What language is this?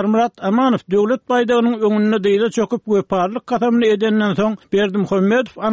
Turkmen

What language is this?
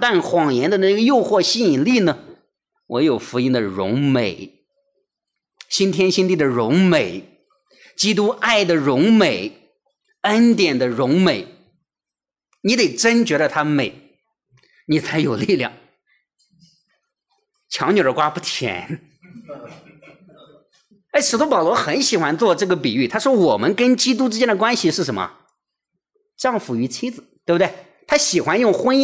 Chinese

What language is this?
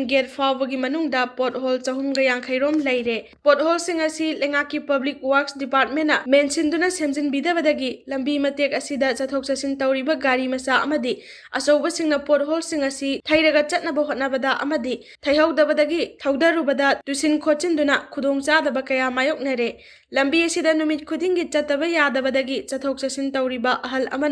Manipuri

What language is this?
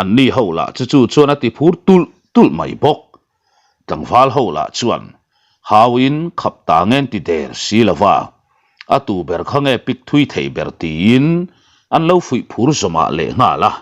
Mizo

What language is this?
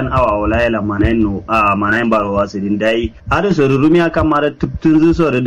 Kanuri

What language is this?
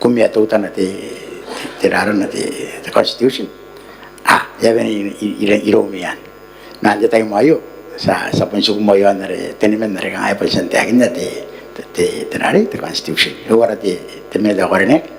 Gilbertese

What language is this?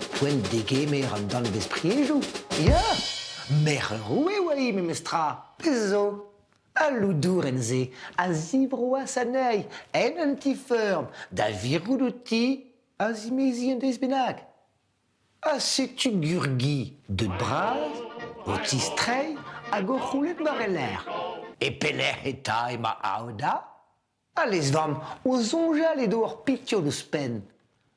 Breton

